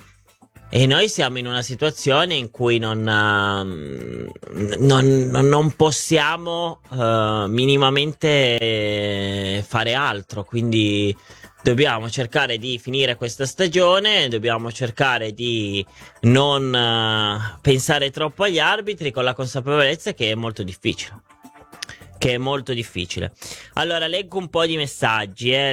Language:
Italian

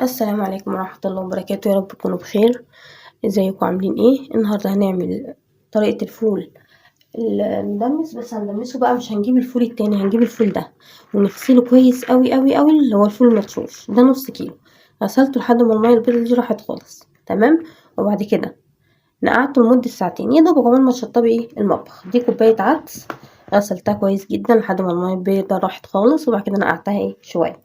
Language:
Egyptian Arabic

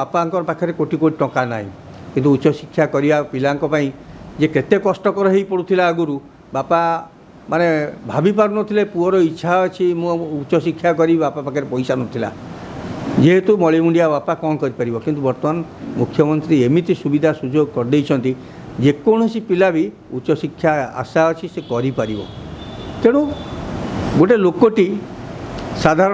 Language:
Odia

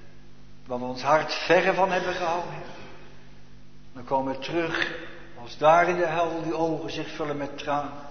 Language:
Dutch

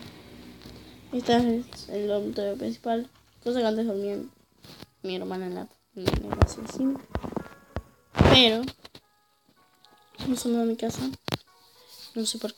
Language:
Spanish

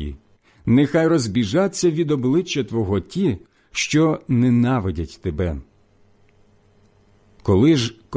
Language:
Ukrainian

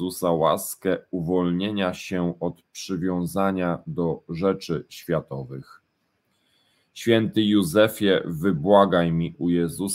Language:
Polish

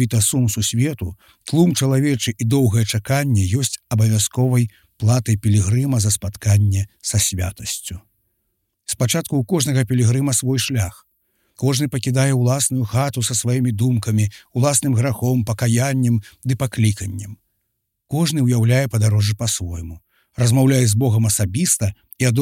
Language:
Belarusian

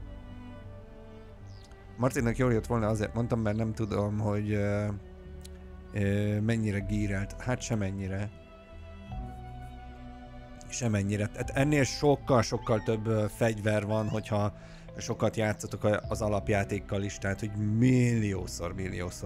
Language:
Hungarian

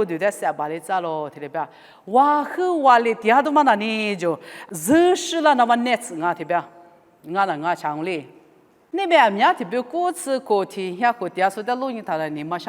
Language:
Lisu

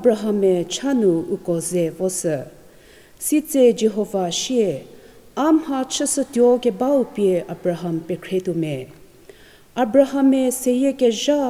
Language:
Angami Naga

